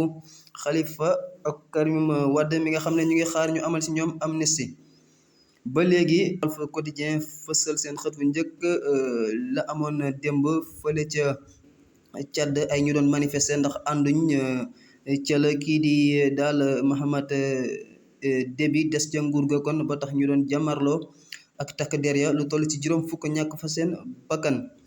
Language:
Wolof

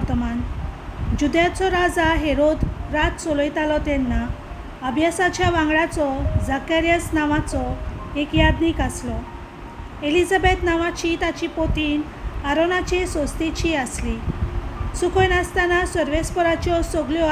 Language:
Konkani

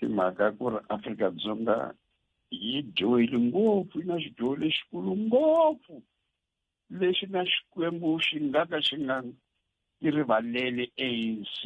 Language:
Tsonga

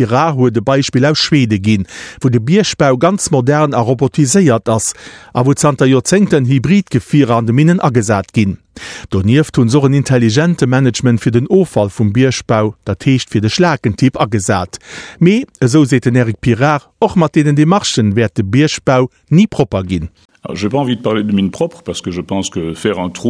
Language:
Luxembourgish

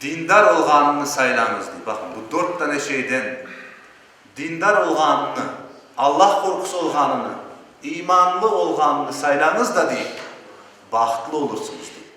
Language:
Crimean Tatar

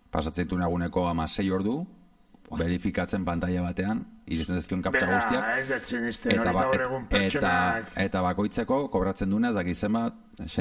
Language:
Basque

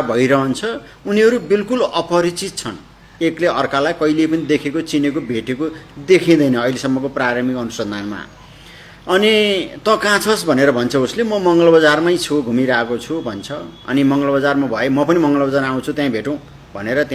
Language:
Nepali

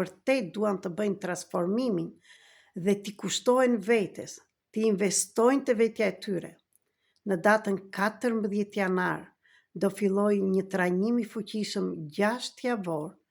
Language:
Albanian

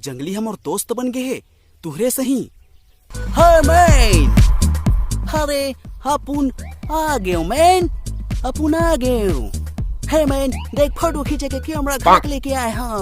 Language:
Chhattisgarhi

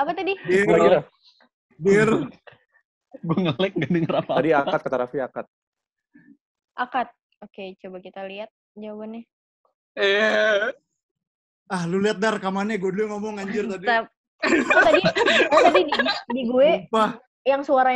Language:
Indonesian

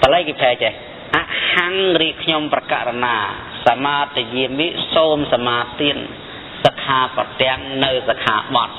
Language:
Khmer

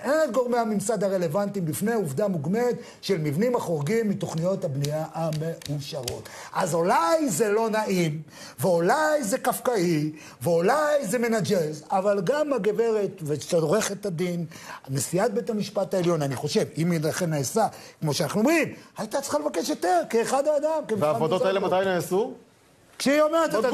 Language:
Hebrew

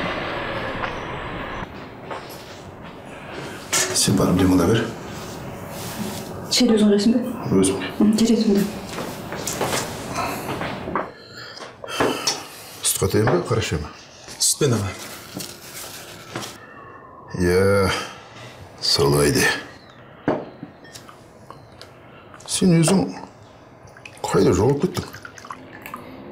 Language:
Kazakh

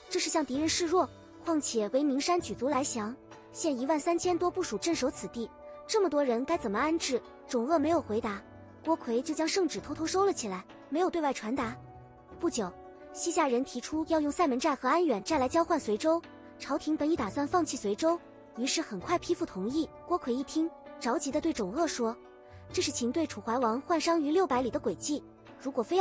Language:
Chinese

